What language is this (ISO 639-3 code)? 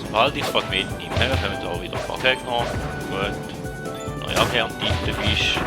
gsw